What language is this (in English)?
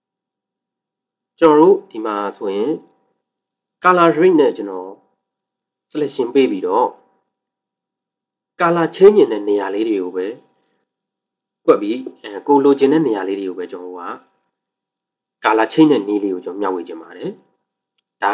Burmese